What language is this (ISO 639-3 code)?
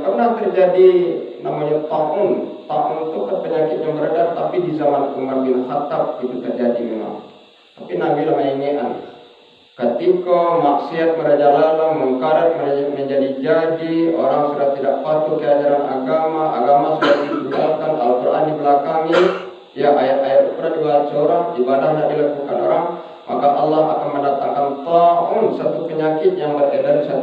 min